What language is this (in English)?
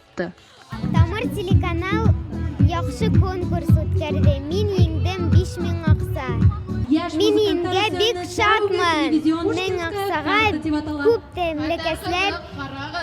Bashkir